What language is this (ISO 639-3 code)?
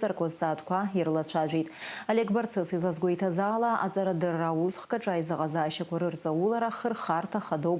abk